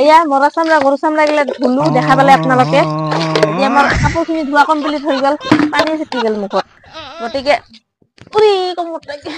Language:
Assamese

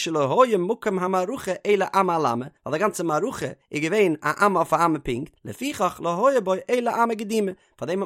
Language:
Yiddish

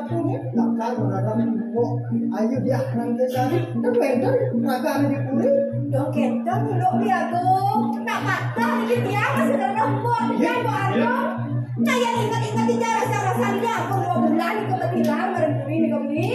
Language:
Balinese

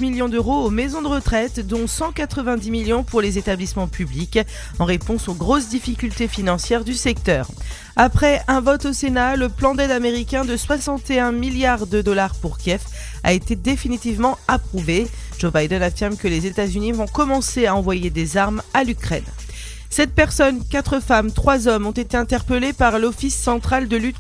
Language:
French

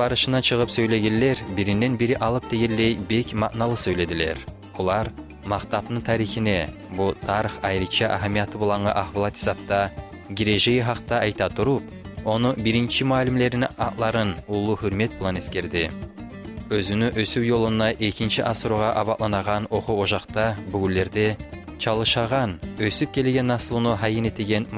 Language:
Kumyk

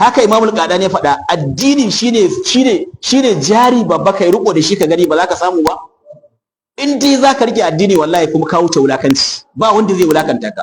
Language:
Hausa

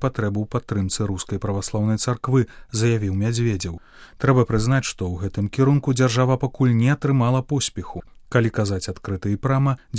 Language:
Belarusian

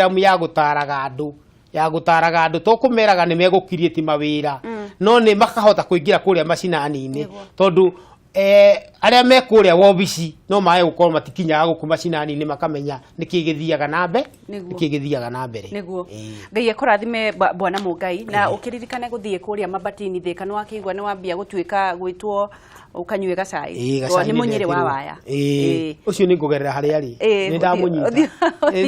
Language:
Kikuyu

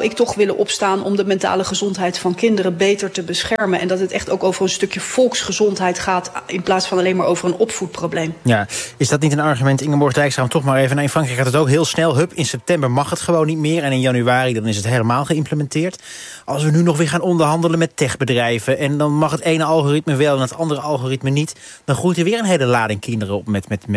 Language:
Dutch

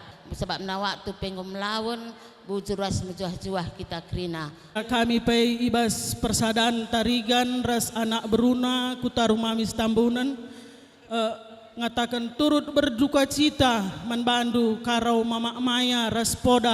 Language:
Batak Karo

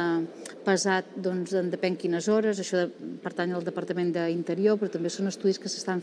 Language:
Catalan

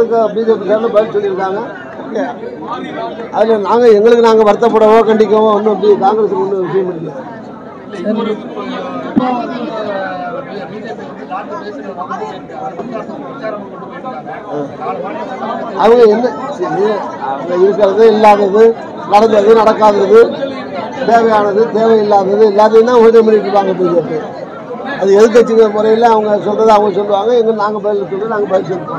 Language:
Tamil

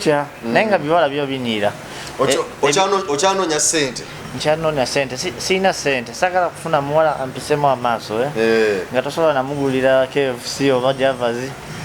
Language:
Ganda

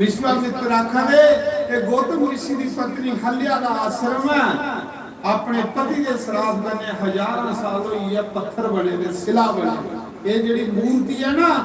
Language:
Dogri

